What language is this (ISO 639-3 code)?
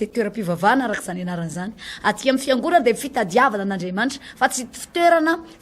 mlg